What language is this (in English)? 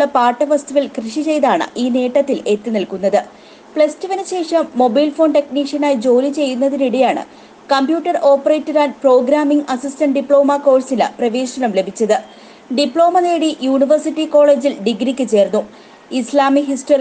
Malayalam